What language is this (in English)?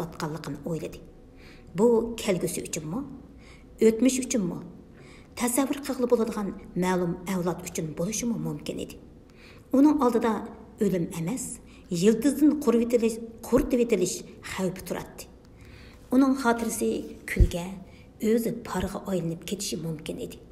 Uyghur